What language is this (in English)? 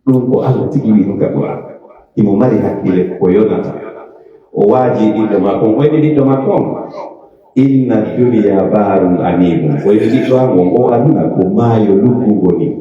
Pular